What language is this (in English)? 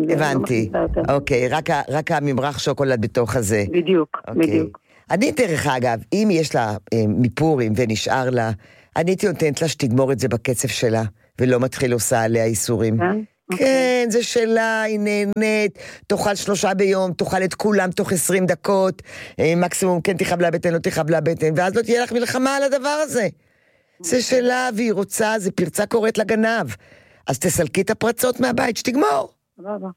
Hebrew